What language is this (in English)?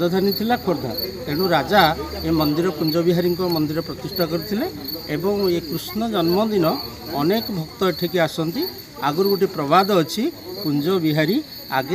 Odia